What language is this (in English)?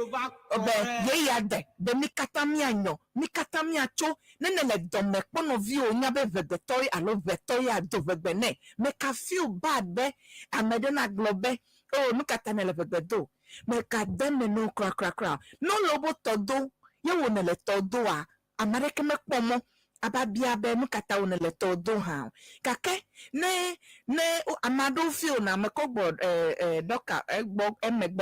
Ewe